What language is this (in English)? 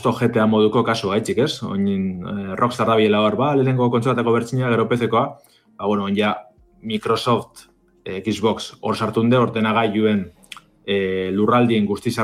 Basque